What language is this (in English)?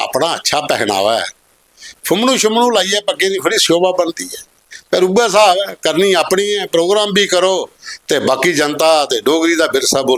Dogri